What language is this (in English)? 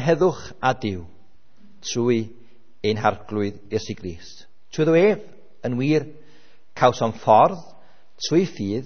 Welsh